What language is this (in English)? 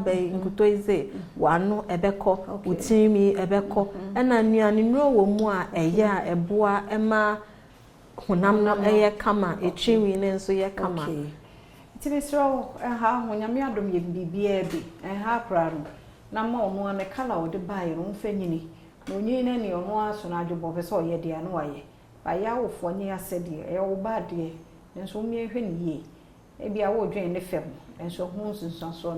Akan